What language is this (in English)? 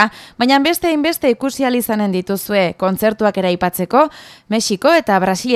Basque